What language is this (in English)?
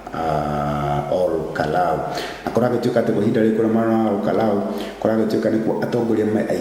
Kikuyu